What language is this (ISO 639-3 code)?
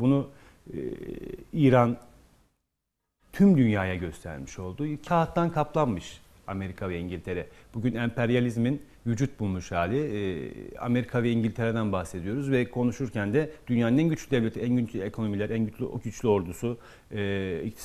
tur